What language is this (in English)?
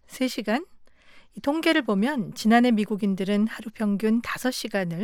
Korean